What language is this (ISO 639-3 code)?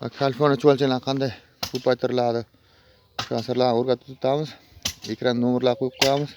uzb